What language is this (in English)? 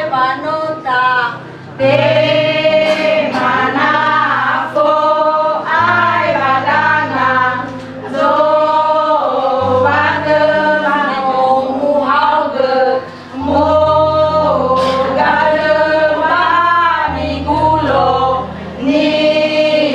Nias